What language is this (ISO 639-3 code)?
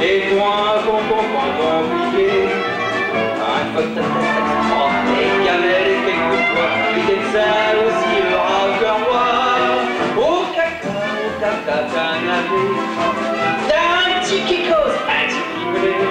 pcd